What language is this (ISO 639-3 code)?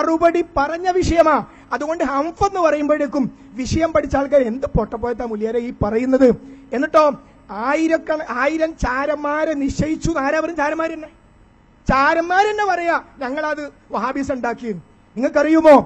mal